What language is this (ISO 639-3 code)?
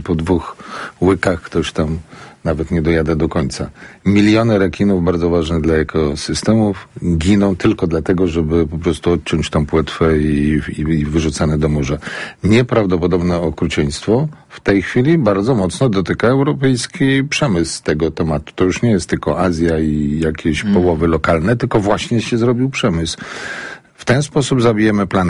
pol